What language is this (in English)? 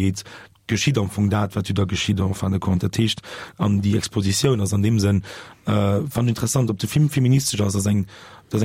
Luxembourgish